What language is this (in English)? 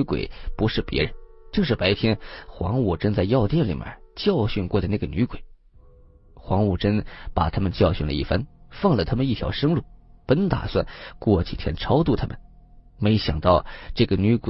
Chinese